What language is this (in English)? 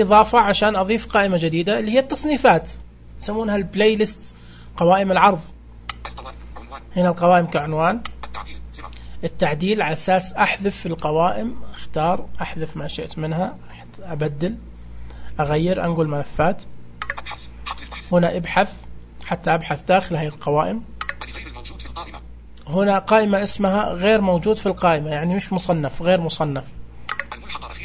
Najdi Arabic